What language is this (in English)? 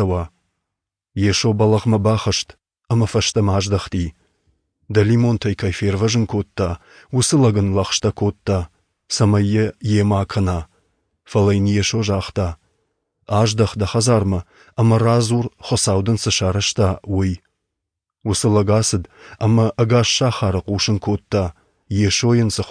Ossetic